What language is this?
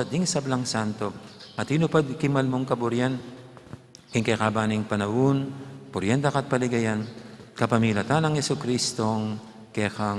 Pampanga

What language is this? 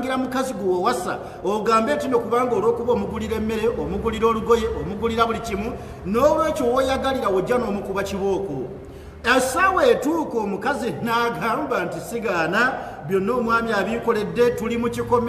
Ganda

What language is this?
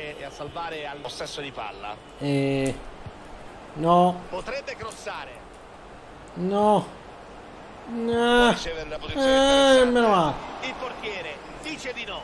Italian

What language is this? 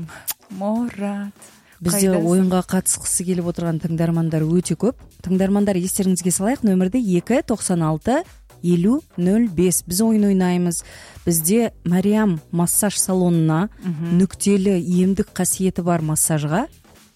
Kazakh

